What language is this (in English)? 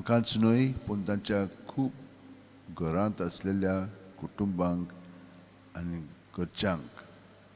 Konkani